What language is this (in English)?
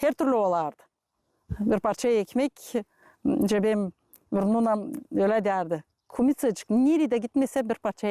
Gagauz